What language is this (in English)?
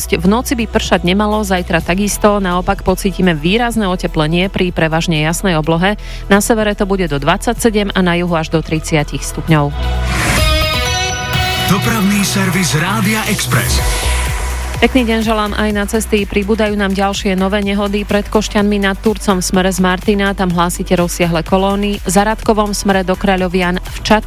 Slovak